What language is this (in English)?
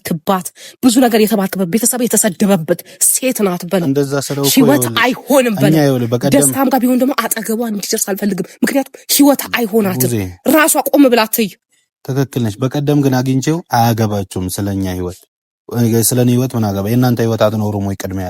Amharic